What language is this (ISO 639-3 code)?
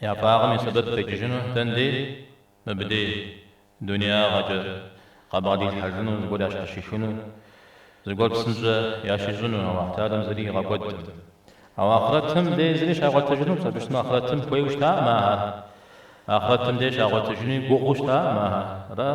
kbd